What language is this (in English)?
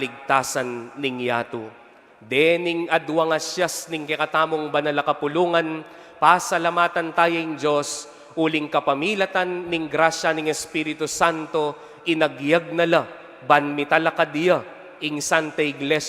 Pampanga